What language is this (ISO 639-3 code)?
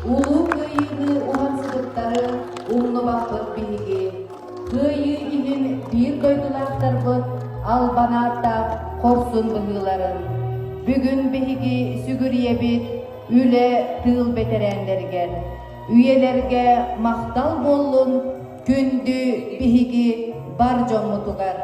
sah